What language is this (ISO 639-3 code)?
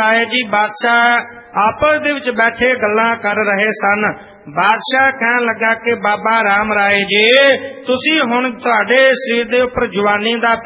pan